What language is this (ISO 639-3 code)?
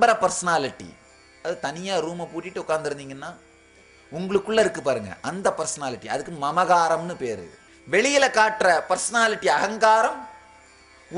tam